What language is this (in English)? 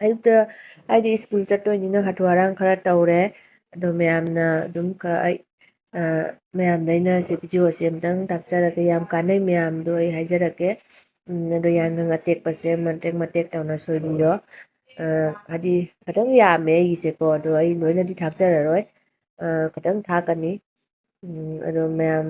Manipuri